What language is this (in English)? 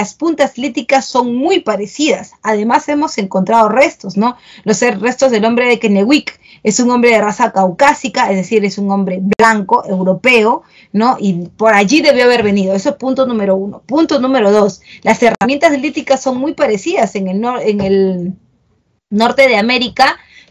Spanish